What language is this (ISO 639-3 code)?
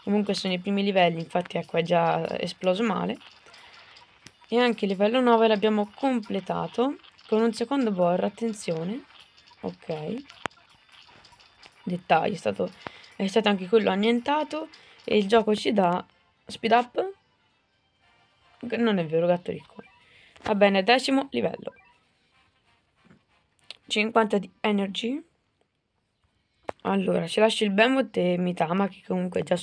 ita